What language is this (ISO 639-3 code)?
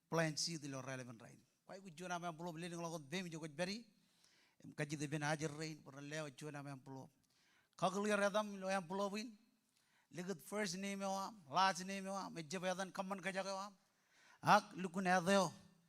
mah